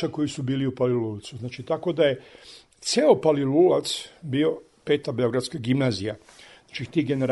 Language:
Serbian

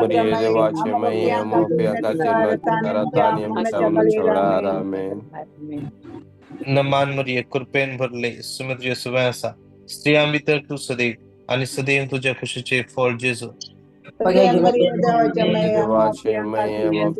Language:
Konkani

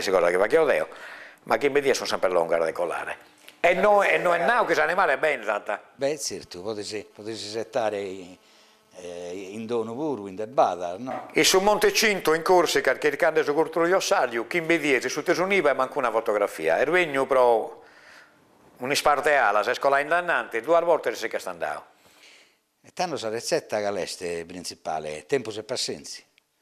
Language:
Sardinian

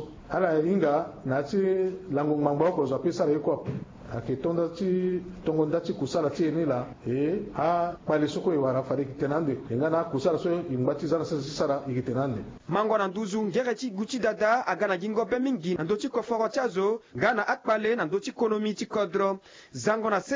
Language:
Sango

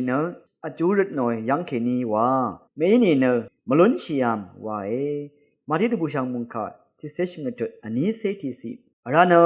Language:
Rawang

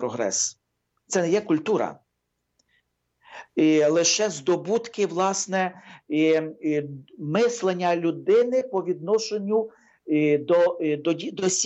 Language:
Ukrainian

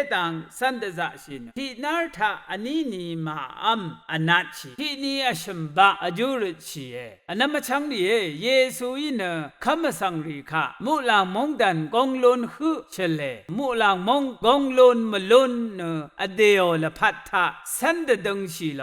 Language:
Rawang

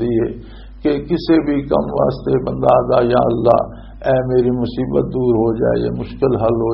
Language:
Western Panjabi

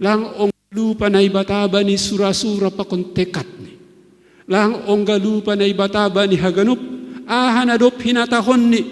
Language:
Batak Simalungun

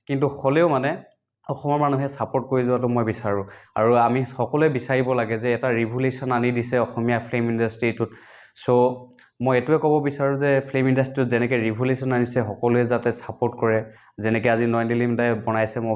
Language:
Assamese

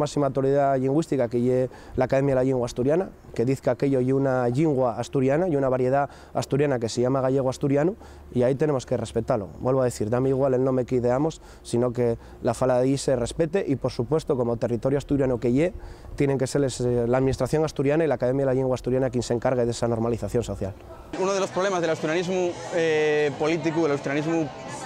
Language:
Asturian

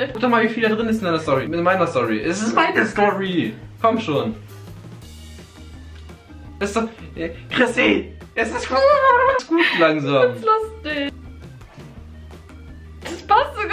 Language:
German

